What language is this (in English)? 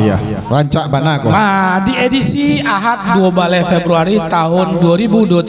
Minangkabau